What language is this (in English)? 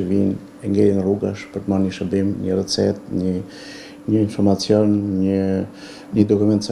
Albanian